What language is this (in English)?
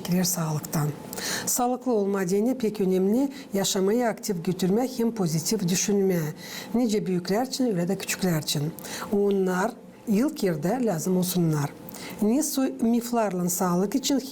Gagauz